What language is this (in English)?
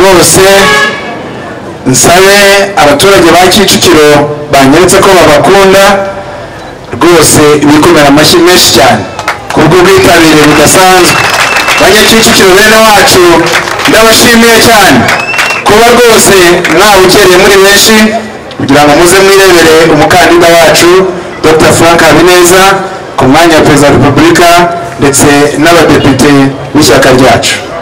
Kinyarwanda